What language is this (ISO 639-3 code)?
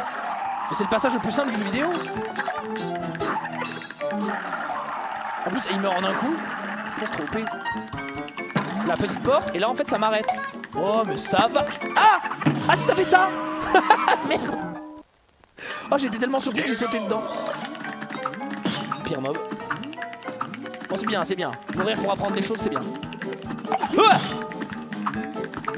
fra